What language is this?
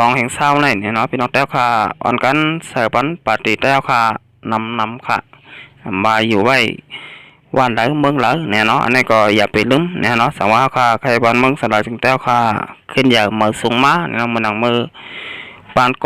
Shan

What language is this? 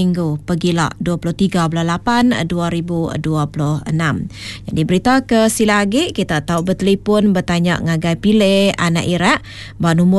Iban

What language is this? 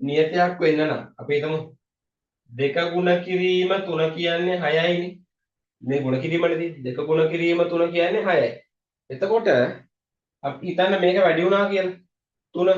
Sinhala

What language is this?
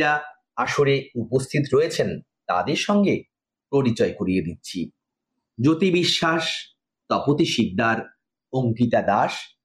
Bangla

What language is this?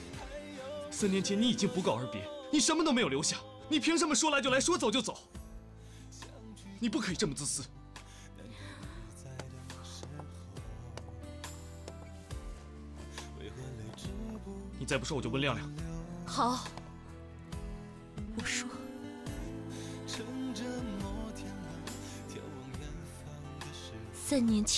Chinese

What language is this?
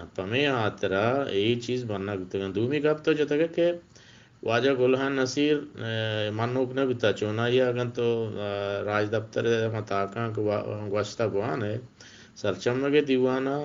Eastern Balochi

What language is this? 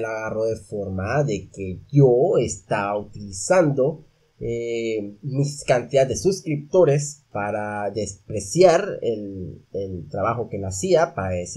Spanish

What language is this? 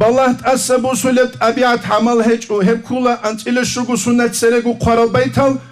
Avaric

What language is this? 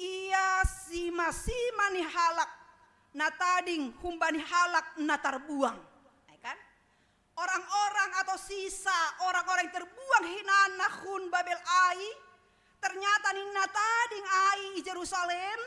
Batak Simalungun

